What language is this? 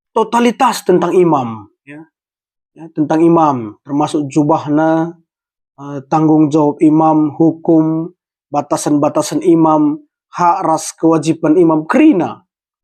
Batak Karo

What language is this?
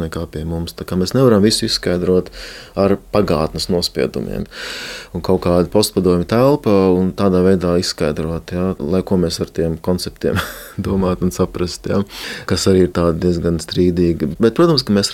Latvian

